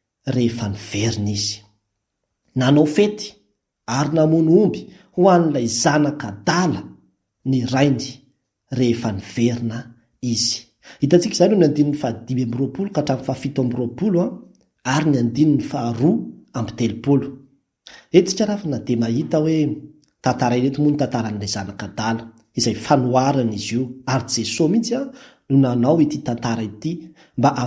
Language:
Malagasy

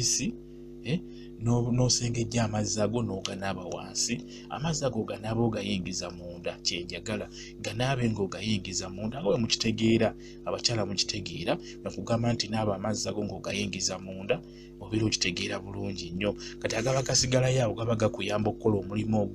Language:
Ganda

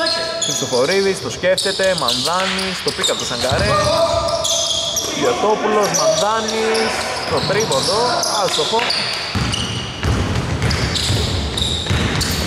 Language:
Greek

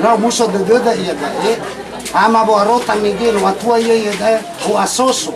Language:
Nias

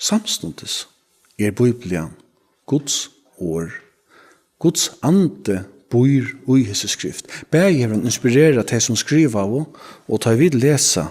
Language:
Faroese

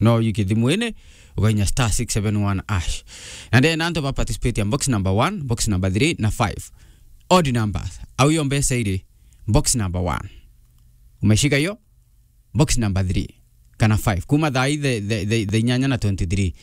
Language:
Meru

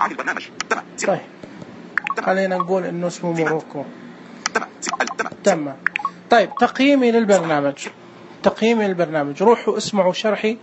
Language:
Najdi Arabic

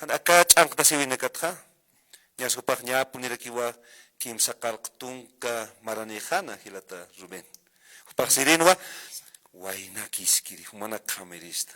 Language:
Aymara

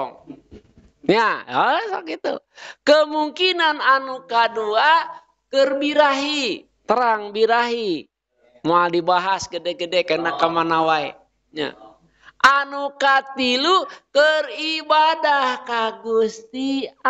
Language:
Sundanese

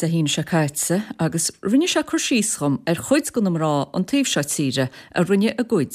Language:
Irish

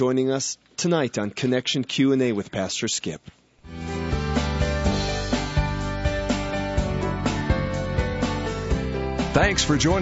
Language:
English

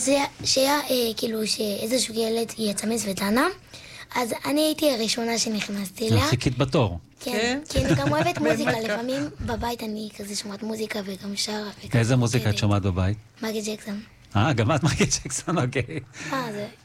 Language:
Hebrew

